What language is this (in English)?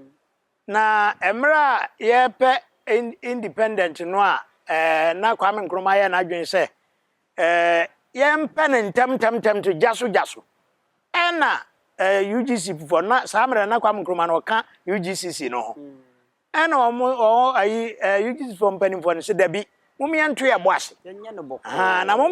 Akan